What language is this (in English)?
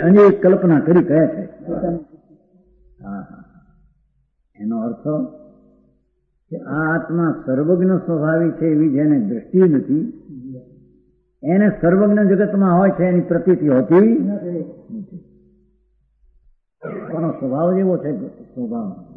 Gujarati